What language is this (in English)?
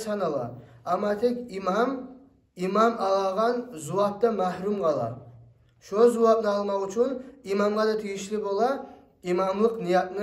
Kumyk